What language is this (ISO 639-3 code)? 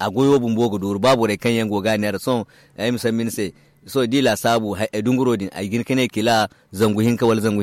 dje